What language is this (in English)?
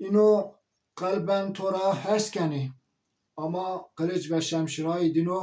Zaza